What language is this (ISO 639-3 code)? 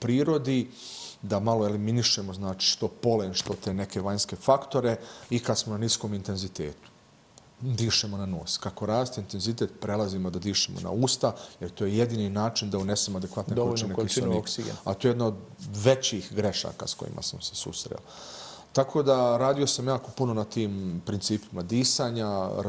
bos